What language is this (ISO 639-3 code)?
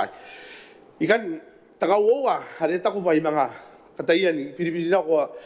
gil